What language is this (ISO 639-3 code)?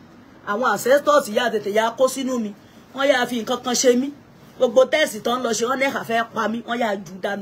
yor